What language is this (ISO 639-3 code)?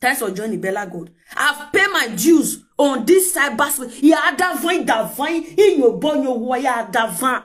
pcm